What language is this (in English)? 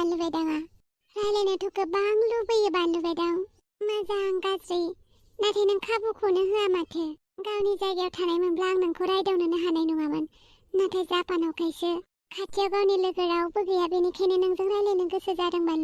Bodo